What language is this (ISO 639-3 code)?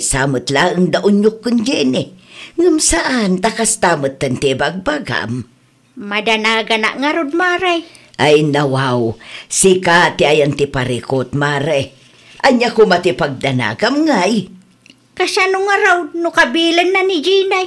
ilo